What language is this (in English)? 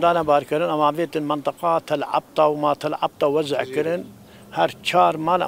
Kurdish